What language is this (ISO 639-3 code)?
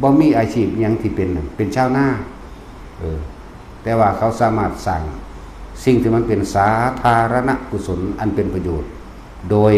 tts